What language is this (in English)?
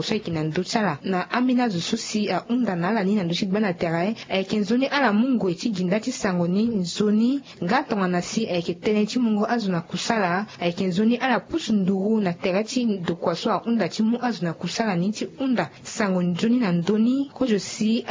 Sango